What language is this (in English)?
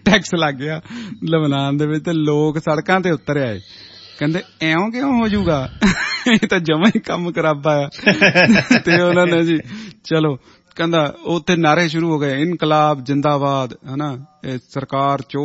Punjabi